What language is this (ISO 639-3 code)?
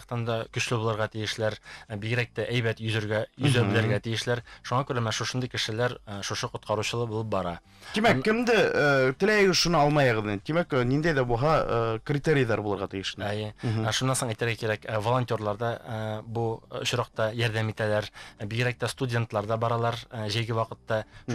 bak